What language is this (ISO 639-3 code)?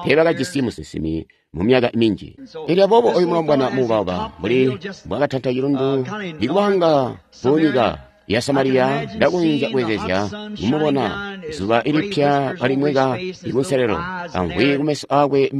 toi